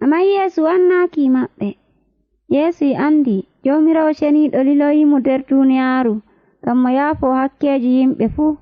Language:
Nigerian Fulfulde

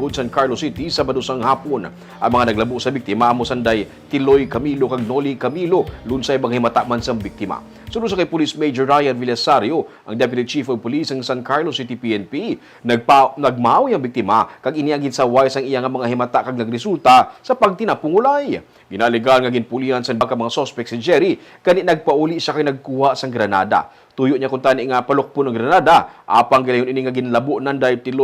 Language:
Hiligaynon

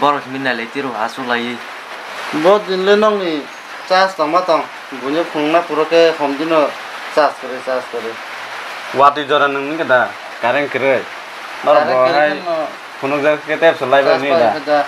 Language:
Kok Borok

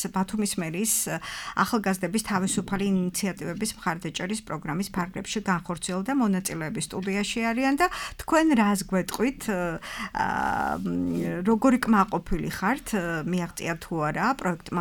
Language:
Georgian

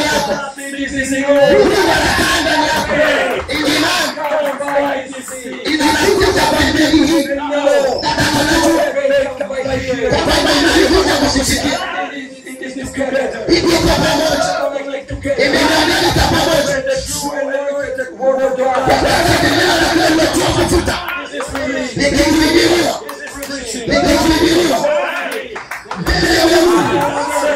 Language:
Swahili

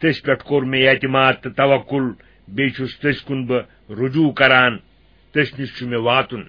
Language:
Kashmiri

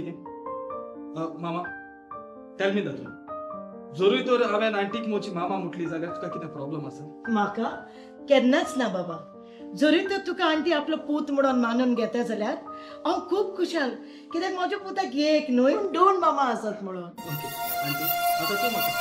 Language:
Konkani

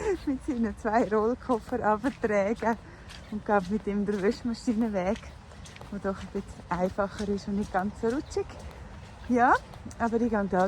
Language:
Swiss German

